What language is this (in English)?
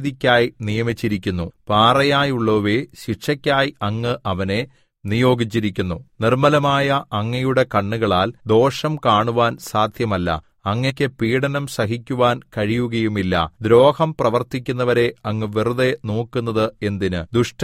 Malayalam